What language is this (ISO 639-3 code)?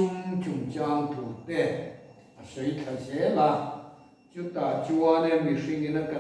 lus